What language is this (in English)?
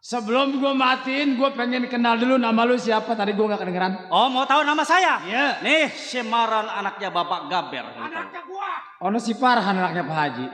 Betawi